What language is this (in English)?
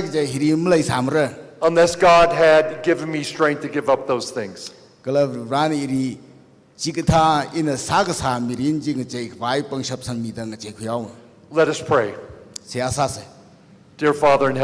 Tangkhul Naga (India)